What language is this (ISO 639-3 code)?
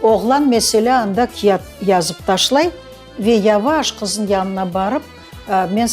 crh